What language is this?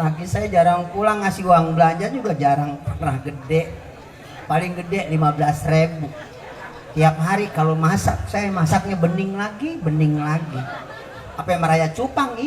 Betawi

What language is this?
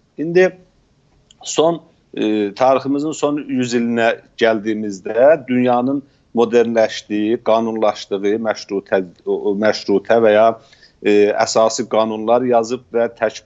South Azerbaijani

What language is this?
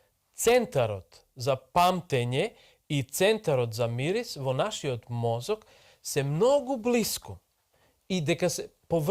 Macedonian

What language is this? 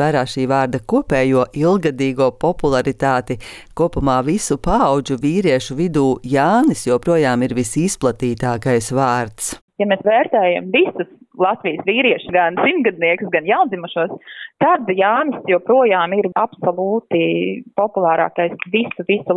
Latvian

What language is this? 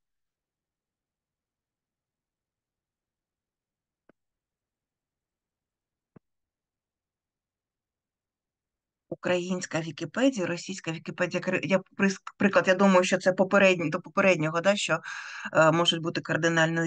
Ukrainian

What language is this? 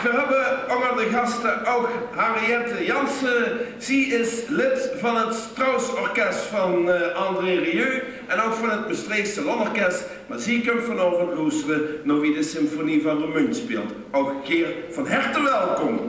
Limburgish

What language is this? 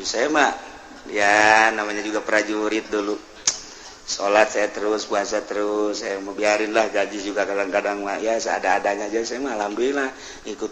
Sundanese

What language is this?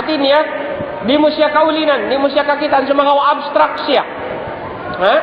Tausug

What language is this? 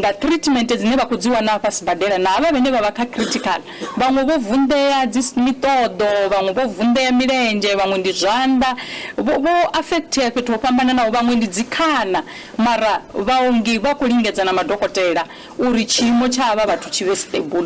Venda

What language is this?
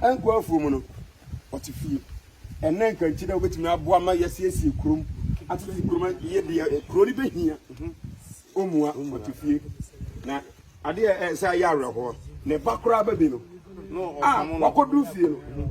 Akan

